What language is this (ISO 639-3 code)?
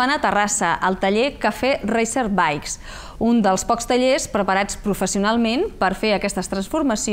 cat